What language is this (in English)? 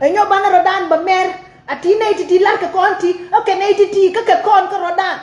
Nuer